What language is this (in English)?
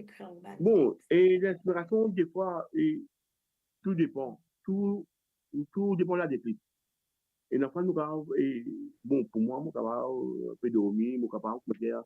Morisyen